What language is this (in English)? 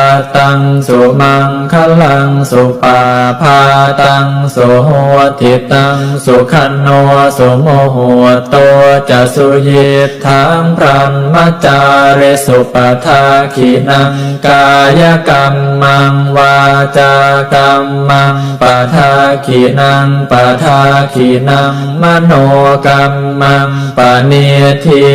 Pali